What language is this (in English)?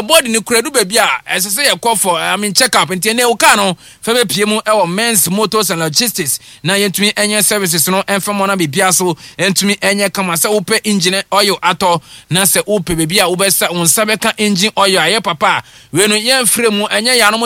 Akan